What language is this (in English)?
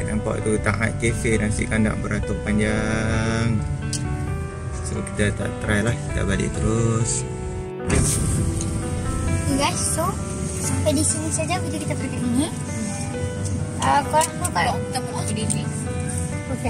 Malay